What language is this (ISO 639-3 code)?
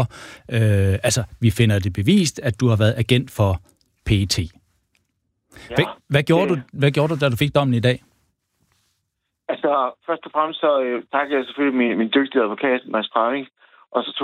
dan